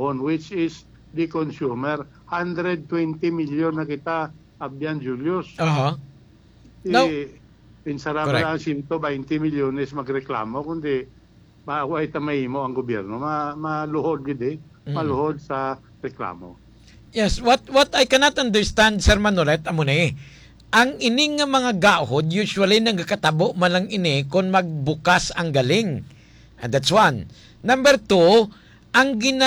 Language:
Hiligaynon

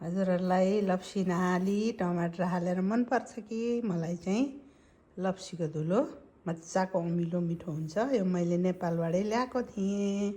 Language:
Nepali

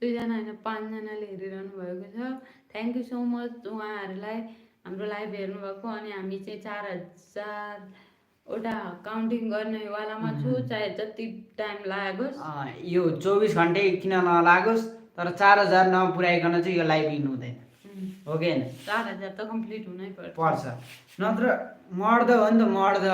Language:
Nepali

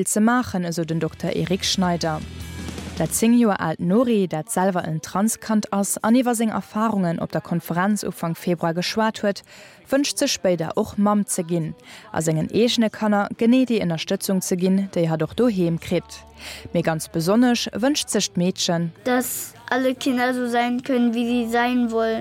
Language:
Luxembourgish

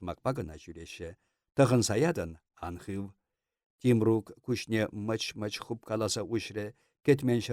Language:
Chuvash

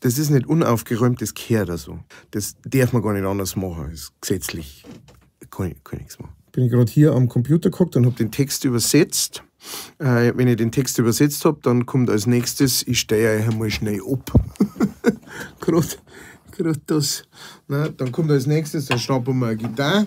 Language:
Bavarian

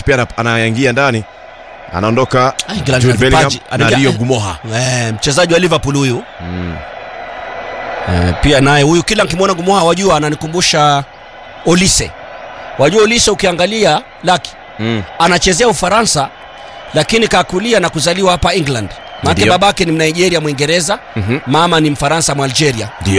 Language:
Swahili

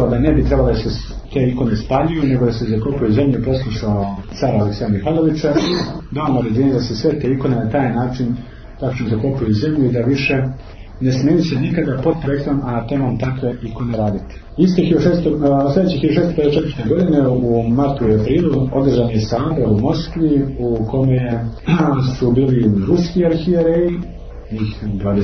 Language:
Serbian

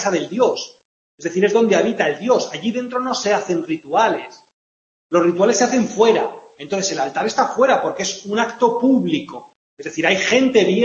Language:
Spanish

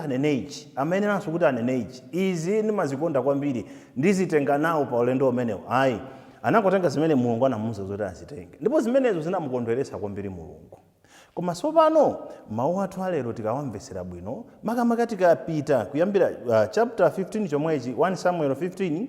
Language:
Nyanja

